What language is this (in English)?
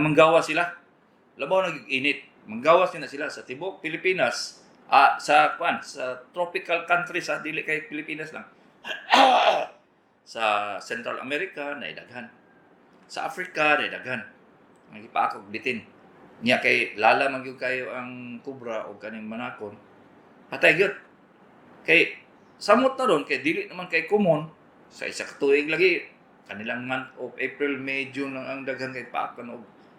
Cebuano